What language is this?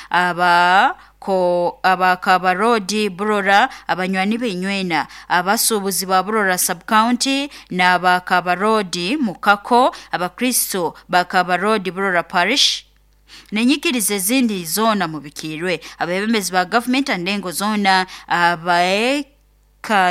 Nyoro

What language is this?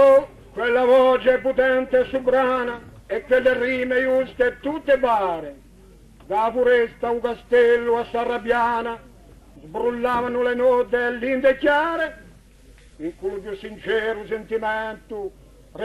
Corsican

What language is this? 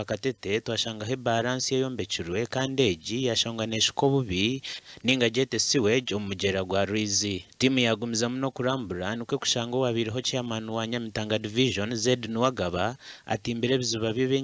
Nyankole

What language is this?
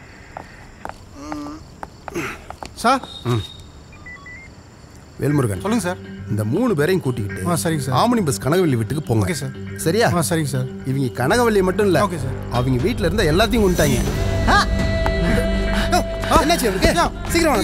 Tamil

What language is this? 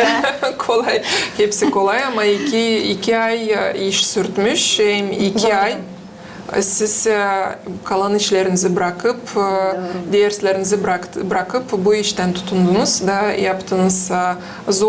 Gagauz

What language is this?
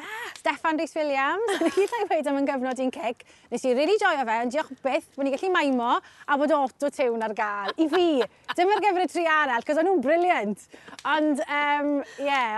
Welsh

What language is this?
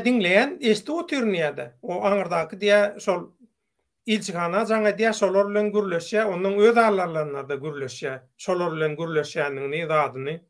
Turkmen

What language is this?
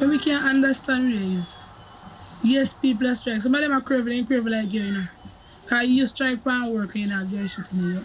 Jamaican Creole English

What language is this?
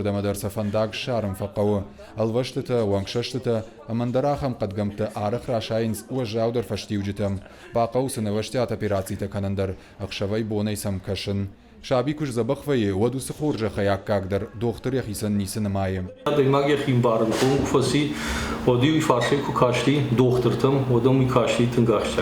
Ossetic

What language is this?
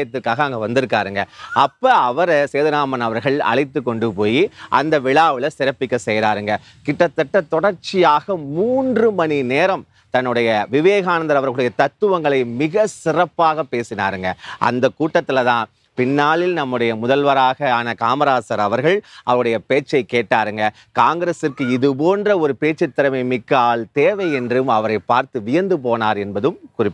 Tamil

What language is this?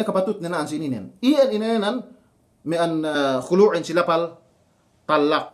Yakan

